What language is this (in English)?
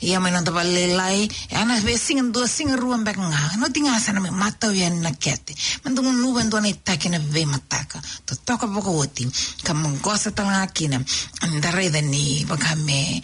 Fijian